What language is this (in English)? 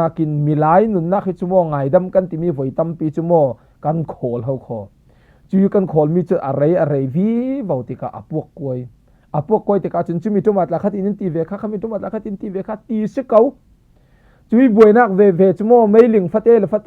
Falam Chin